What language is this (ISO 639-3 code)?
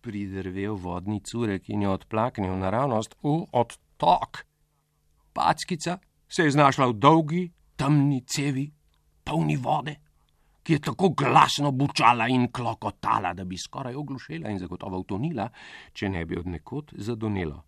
slv